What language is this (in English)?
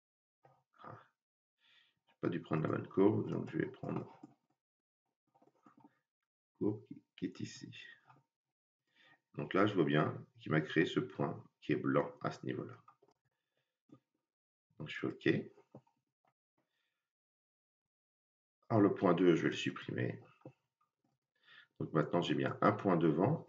French